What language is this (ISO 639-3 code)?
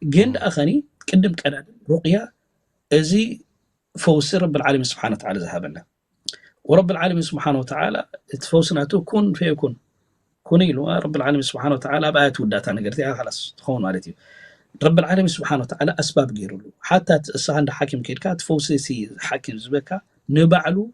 tir